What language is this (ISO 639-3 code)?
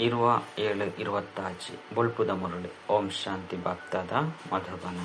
tcy